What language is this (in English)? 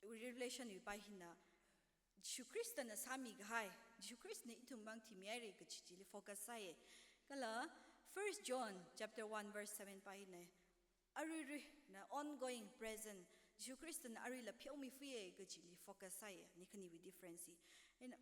Tangkhul Naga (India)